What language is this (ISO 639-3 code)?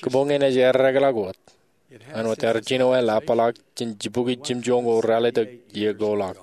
mah